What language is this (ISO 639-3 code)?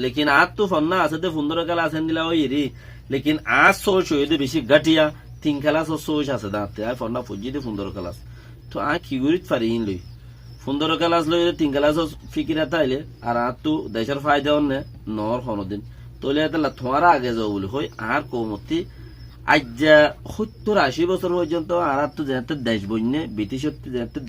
rhg